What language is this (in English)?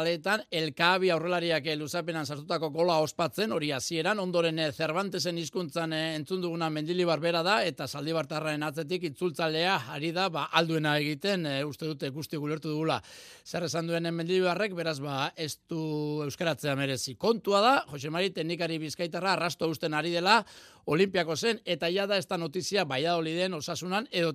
Basque